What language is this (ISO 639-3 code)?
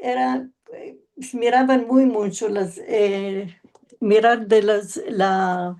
lad